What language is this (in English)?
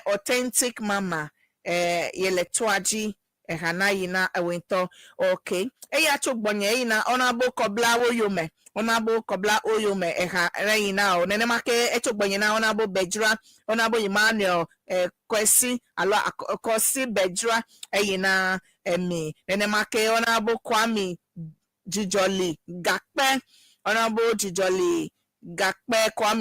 Ewe